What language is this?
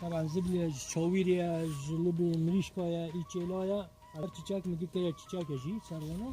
Kurdish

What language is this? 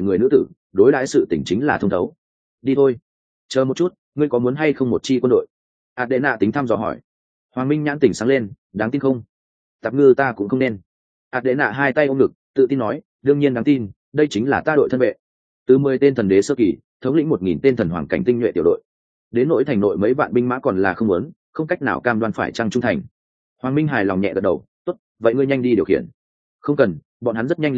Vietnamese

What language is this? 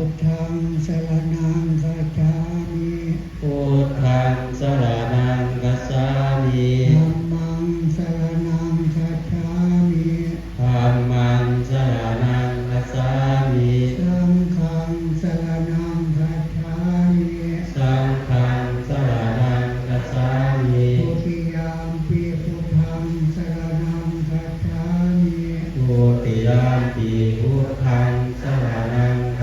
Pali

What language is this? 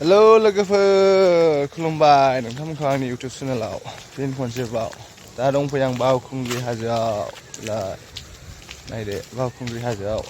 Bodo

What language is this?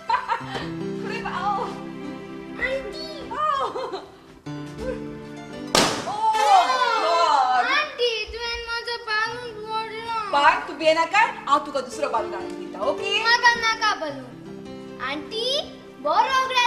Konkani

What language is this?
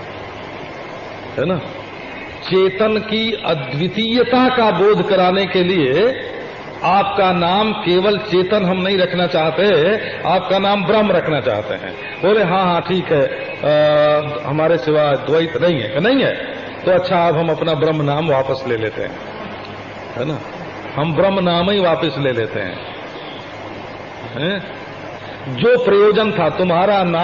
Hindi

